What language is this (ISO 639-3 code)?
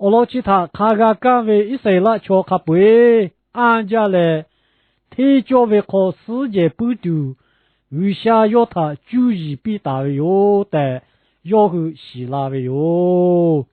lhu